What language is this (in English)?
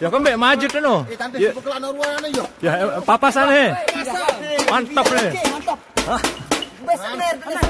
Sasak